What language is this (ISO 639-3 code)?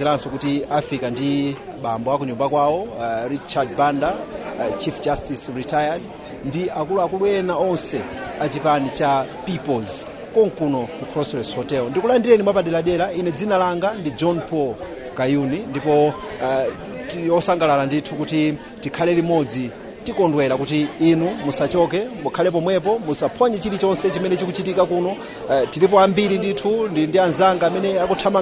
nya